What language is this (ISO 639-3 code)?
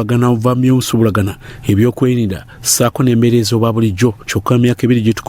lug